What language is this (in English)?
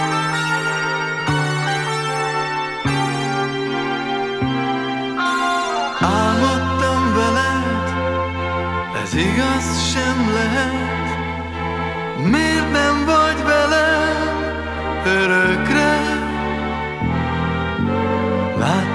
Hungarian